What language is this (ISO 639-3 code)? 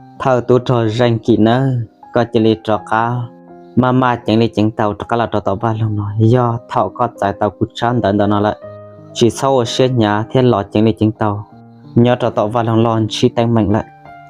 hmn